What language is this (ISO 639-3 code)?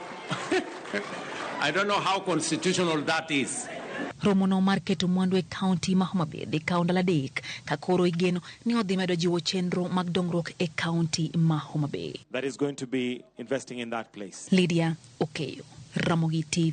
luo